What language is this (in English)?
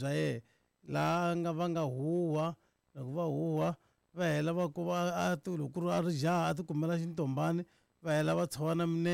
Tsonga